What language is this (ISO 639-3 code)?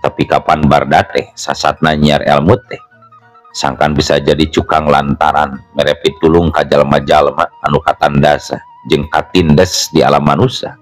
sun